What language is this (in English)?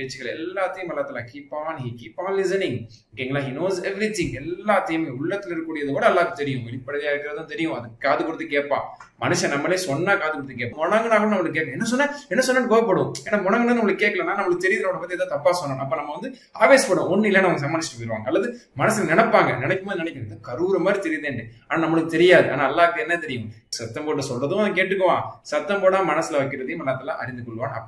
Tamil